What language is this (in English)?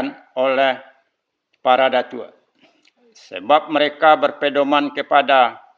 Minangkabau